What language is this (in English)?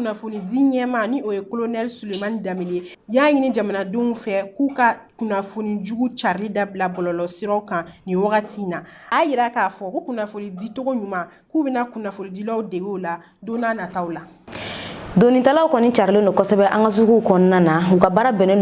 Bambara